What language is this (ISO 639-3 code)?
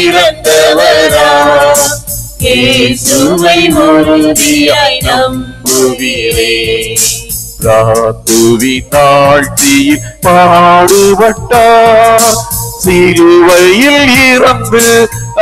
tam